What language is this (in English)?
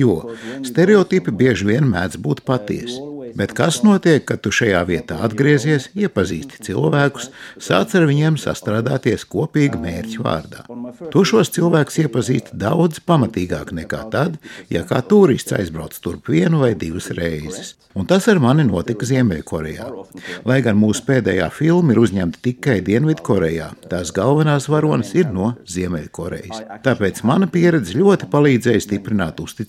Latvian